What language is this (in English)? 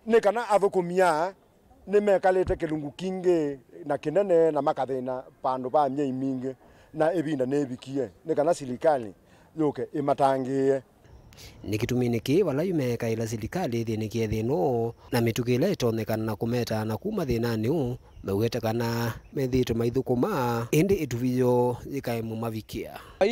Kamba